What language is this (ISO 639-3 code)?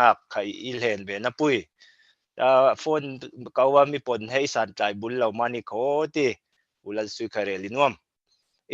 cfm